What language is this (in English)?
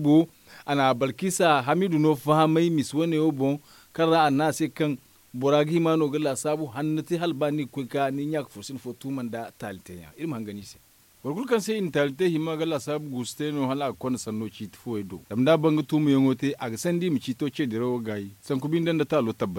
Zarma